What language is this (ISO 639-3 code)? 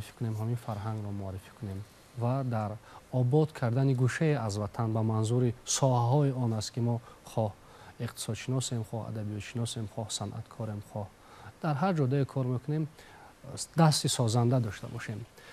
tgk